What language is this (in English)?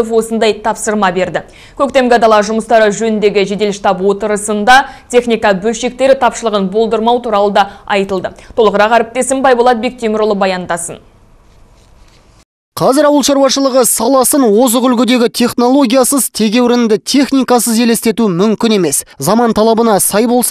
Kazakh